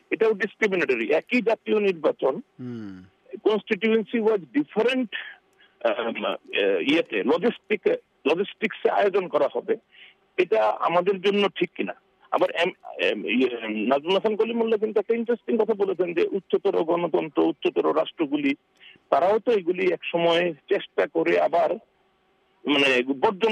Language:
Bangla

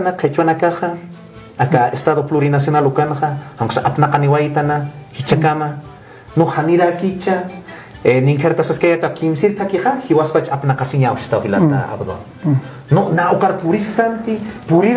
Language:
Aymara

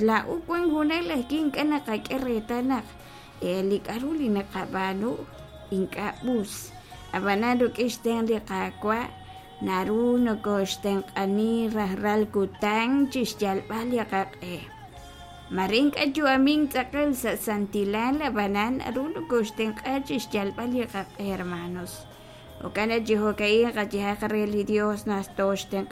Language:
Kekchí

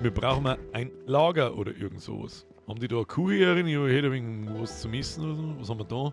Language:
Bavarian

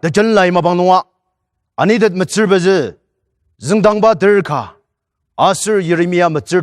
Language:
Ao Naga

